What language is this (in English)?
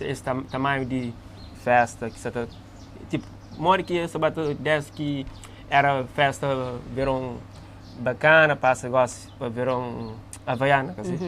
Kabuverdianu